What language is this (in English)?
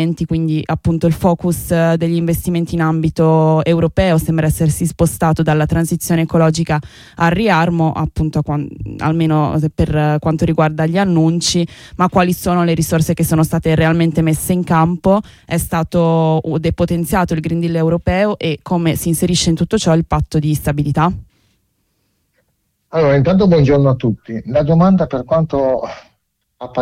Italian